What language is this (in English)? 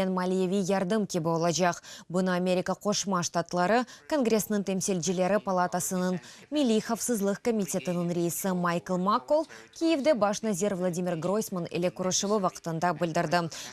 Crimean Tatar